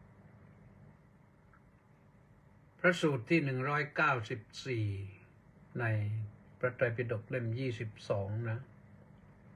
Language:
Thai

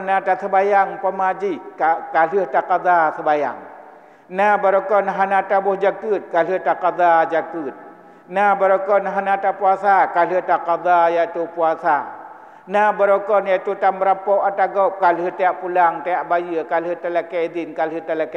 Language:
Achinese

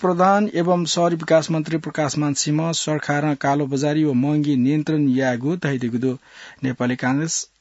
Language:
Newari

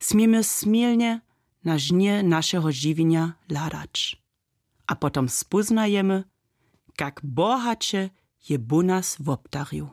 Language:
Upper Sorbian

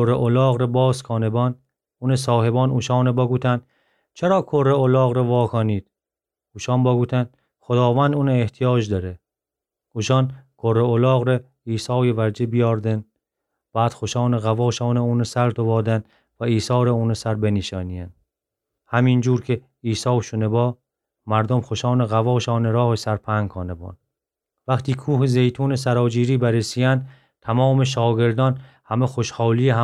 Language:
Gilaki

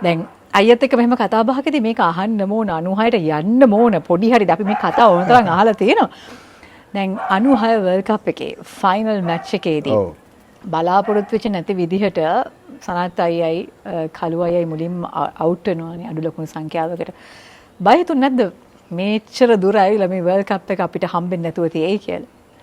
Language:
Sinhala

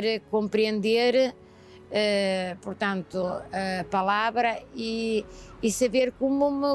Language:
Portuguese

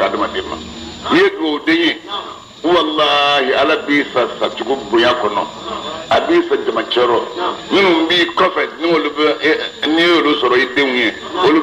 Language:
Bambara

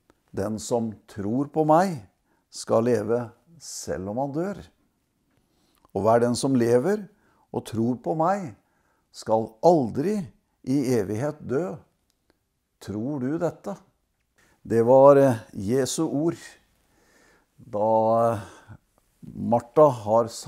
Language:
Norwegian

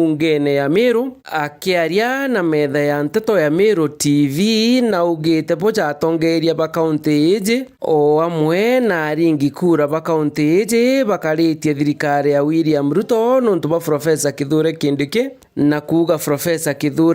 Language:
Meru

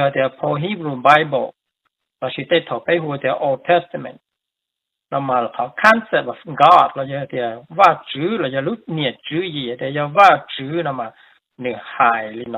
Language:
Hmong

